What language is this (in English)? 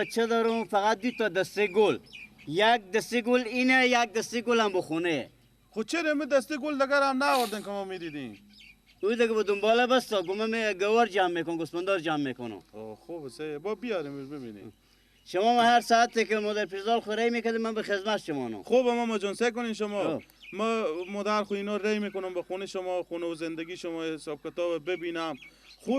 Persian